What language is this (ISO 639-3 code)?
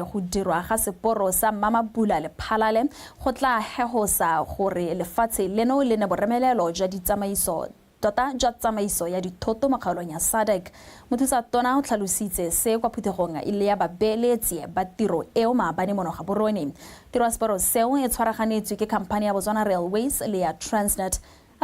tsn